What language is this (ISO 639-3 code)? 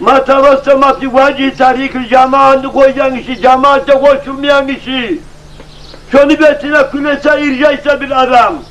kum